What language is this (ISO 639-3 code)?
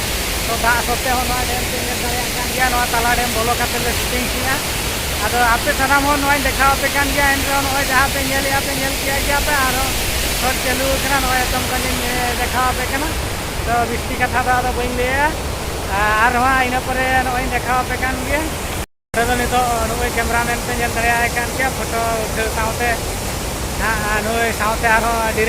sat